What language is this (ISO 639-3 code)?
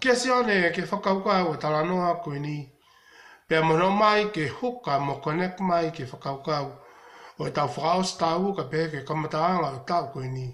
ton